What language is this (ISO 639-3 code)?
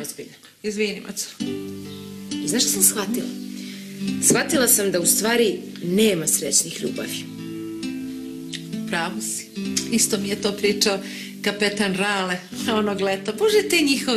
srp